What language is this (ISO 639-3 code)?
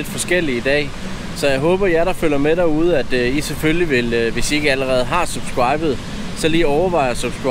dan